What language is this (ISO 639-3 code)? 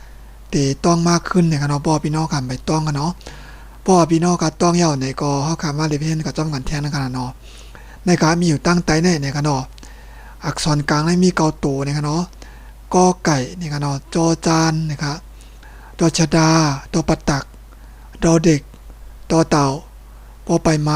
shn